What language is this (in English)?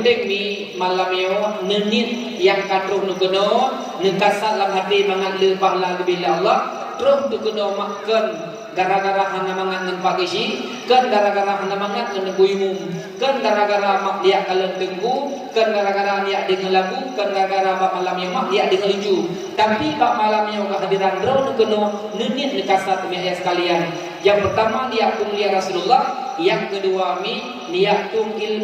Achinese